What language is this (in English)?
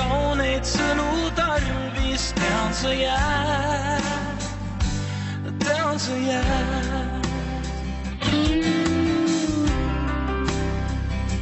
Estonian